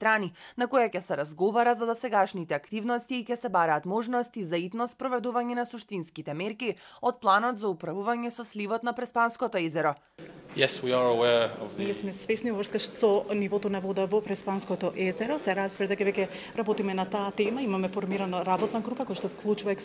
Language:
Macedonian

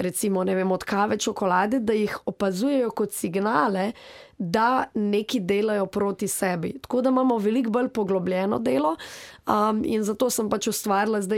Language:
Slovenian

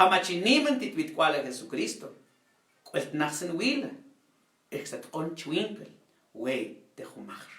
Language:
Mam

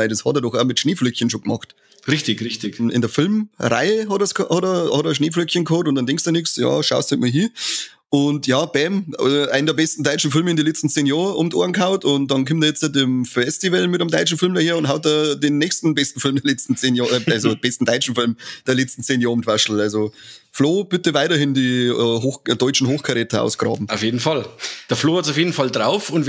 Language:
Bavarian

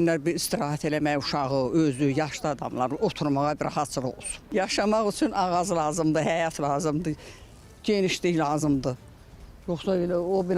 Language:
Azerbaijani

